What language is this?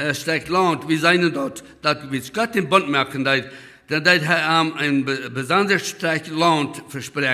Plautdietsch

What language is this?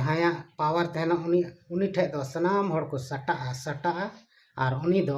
Santali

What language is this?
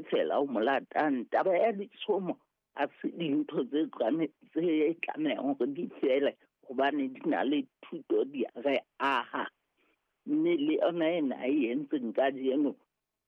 Southern Sotho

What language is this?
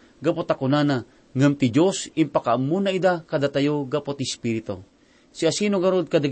Iloko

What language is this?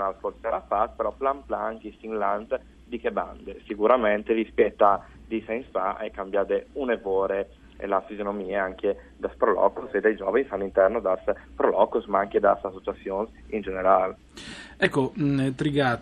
Friulian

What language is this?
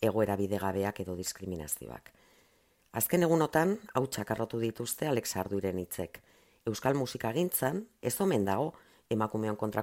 Basque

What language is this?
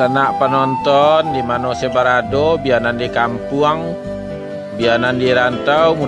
Minangkabau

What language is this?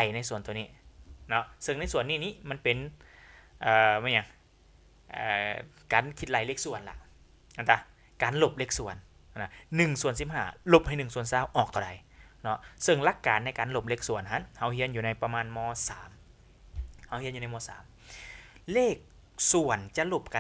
Lao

